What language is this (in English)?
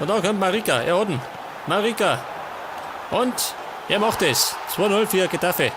Bavarian